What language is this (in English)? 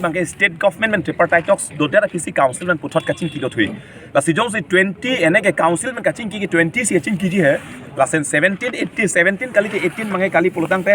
Karbi